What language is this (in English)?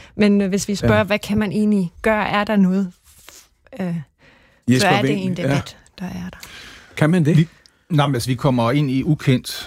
Danish